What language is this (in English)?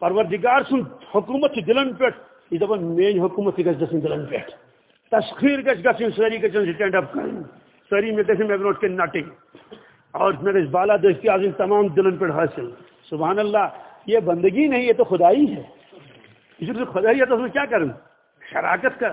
Kashmiri